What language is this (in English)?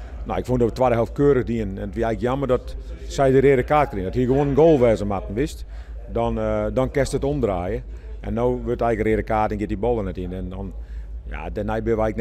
Western Frisian